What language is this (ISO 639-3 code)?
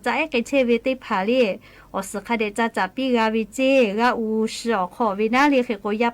lhu